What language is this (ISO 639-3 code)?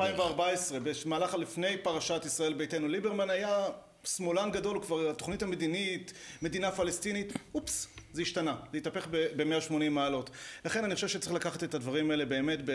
heb